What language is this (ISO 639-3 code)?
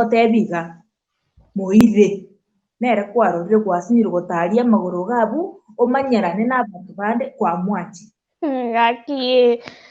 guz